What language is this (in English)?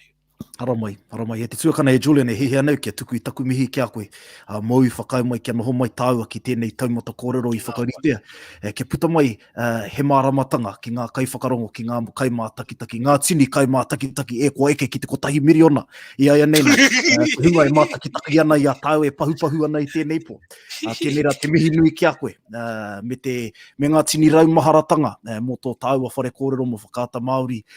Māori